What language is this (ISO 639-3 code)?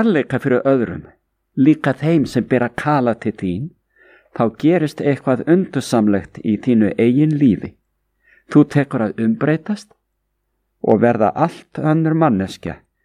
isl